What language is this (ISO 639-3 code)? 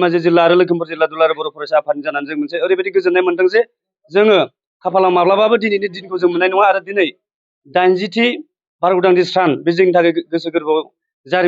brx